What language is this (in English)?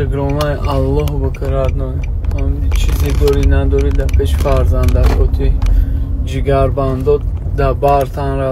Tajik